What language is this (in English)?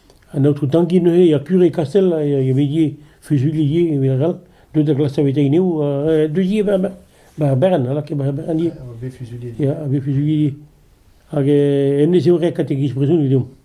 Breton